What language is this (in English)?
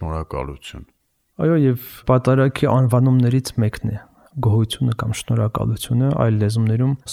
Armenian